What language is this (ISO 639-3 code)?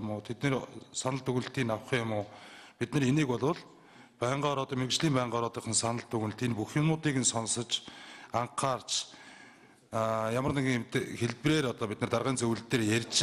mon